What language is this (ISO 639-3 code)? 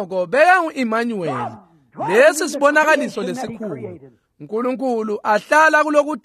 ssw